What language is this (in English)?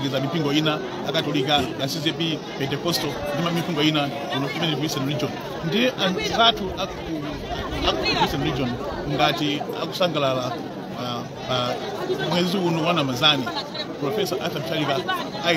Nyanja